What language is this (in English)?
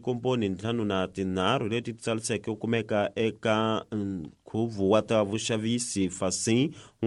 Tsonga